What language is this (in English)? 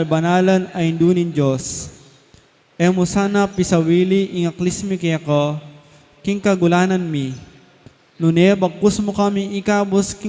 Pampanga